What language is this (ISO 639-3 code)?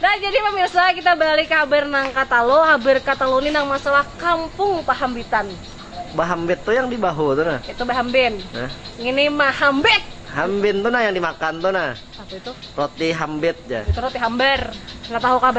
bjn